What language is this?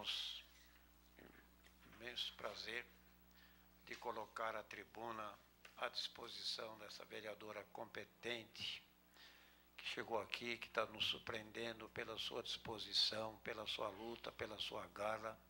Portuguese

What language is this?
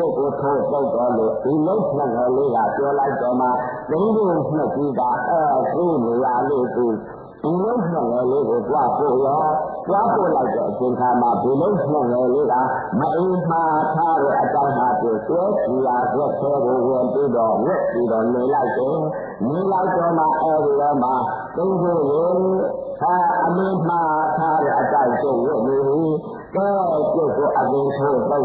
Burmese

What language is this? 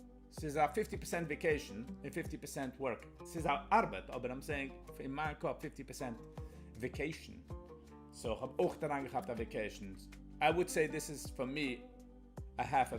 Yiddish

